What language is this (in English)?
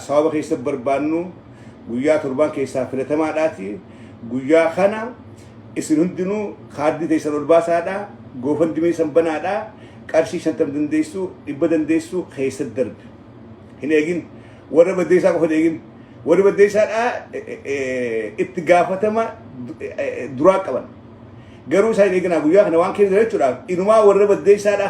Oromo